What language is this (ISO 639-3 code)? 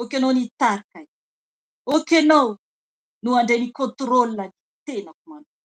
mlg